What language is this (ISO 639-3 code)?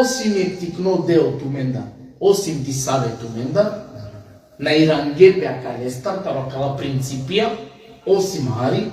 rmn